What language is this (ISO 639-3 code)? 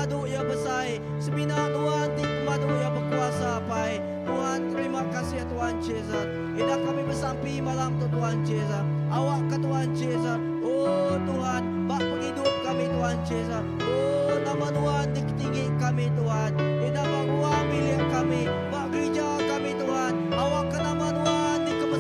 iba